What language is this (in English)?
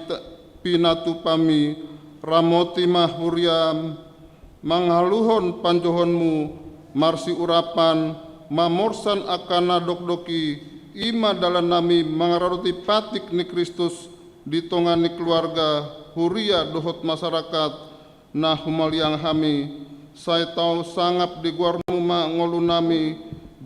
Batak Toba